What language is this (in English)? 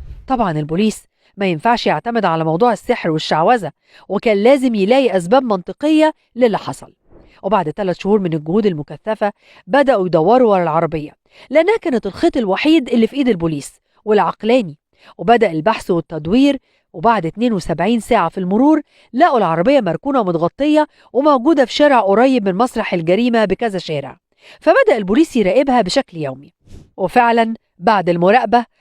Egyptian Arabic